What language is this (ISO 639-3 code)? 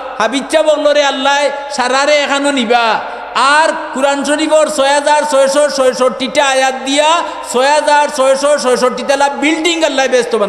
syl